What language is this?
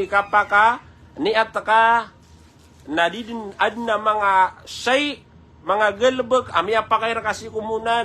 Maranao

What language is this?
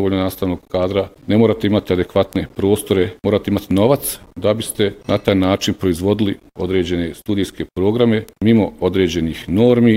Bosnian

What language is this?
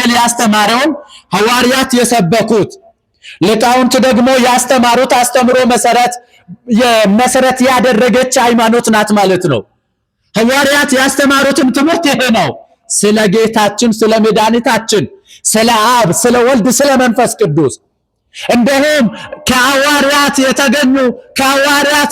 Amharic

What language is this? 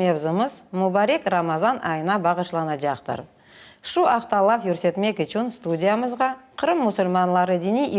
Crimean Tatar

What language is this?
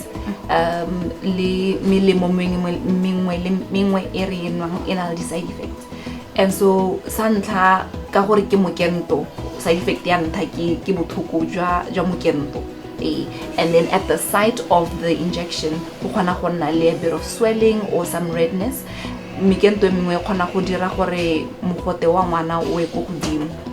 Tswana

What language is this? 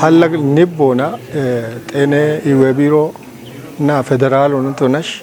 Kafa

